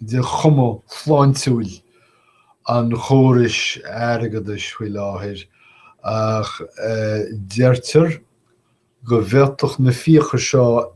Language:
Irish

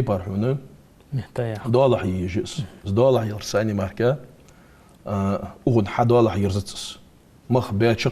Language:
Ingush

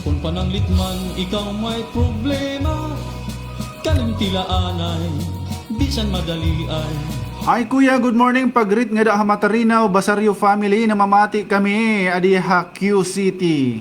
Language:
Waray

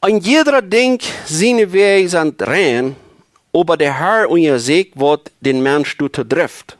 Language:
Plautdietsch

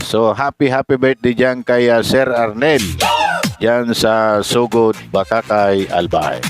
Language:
Bikol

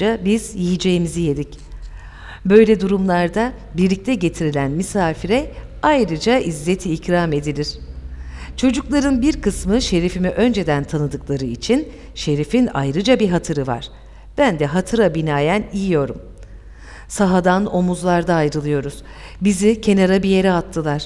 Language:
Turkish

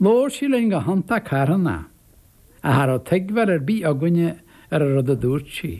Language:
Irish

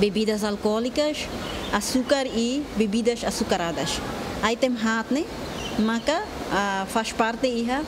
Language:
Tetum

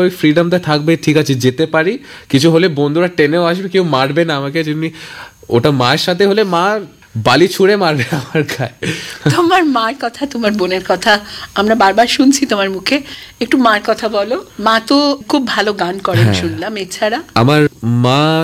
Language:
Bangla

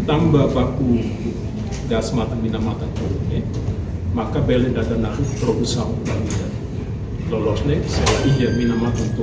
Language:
Tetum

